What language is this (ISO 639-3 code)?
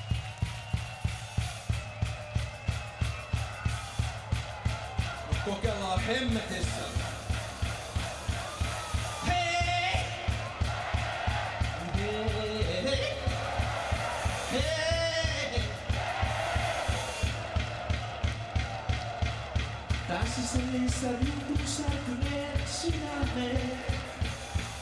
fin